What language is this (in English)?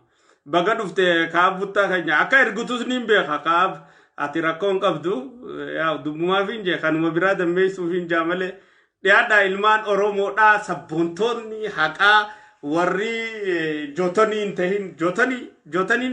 Oromo